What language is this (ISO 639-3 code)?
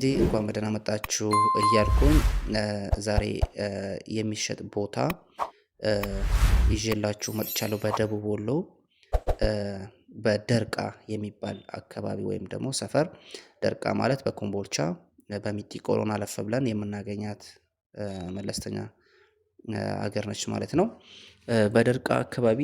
amh